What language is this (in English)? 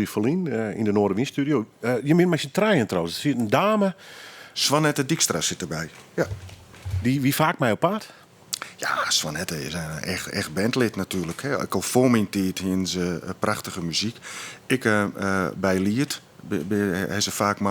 Western Frisian